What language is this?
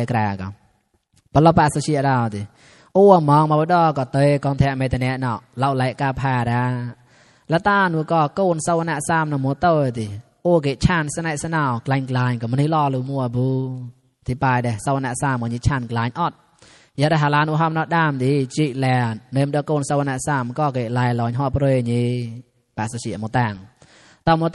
Mon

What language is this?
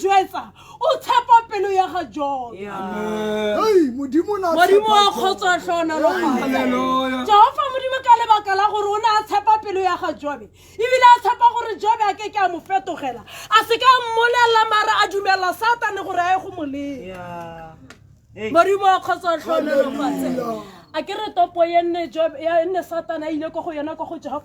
Tswana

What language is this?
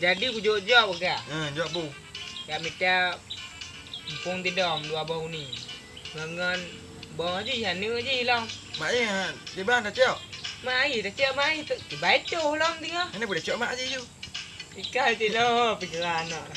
Achinese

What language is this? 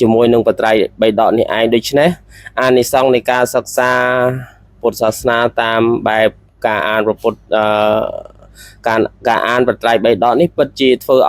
Khmer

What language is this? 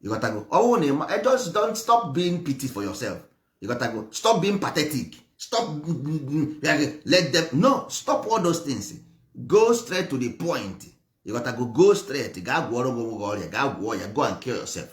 Igbo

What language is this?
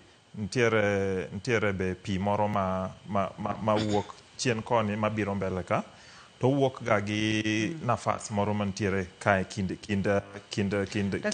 Luo (Kenya and Tanzania)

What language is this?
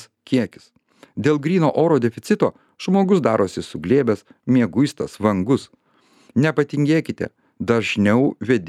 Lithuanian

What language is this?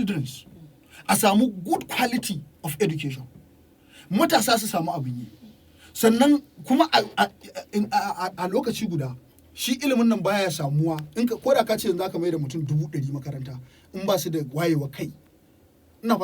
Hausa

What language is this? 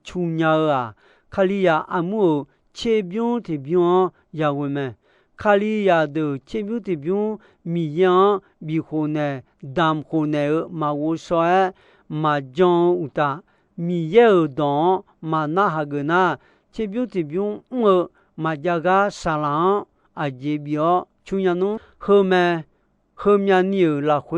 Akha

